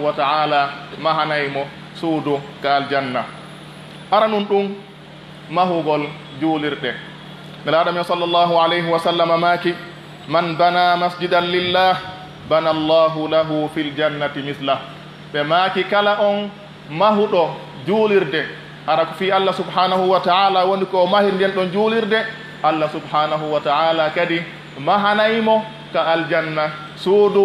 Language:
Pular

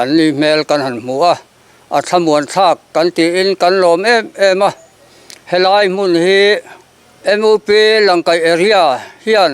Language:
Mizo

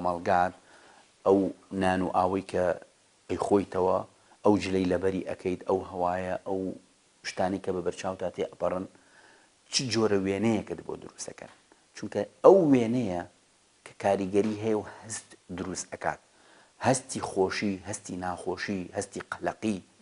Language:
Central Kurdish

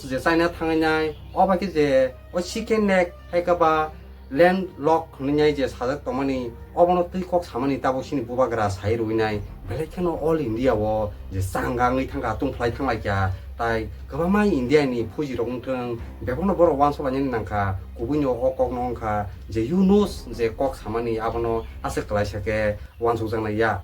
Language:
Kok Borok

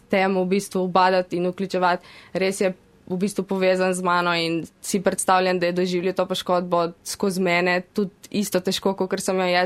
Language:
Slovenian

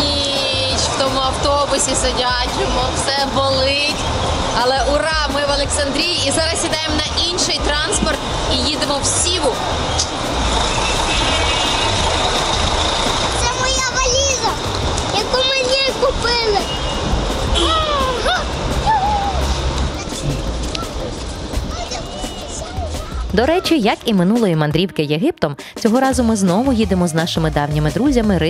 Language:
Ukrainian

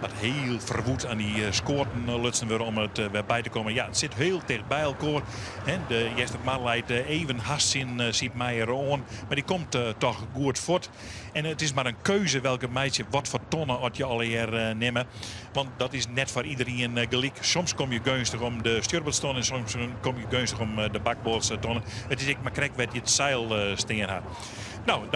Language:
Western Frisian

